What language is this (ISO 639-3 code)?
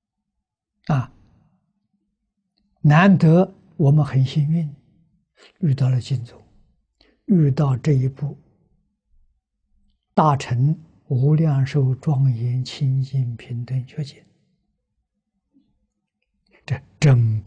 zho